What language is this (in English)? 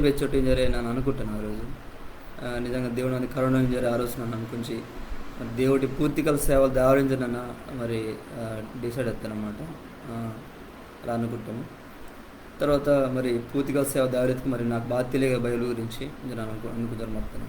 Koya